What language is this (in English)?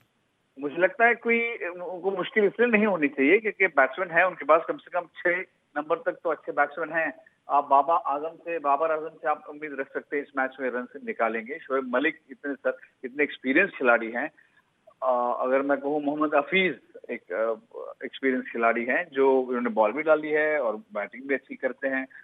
Hindi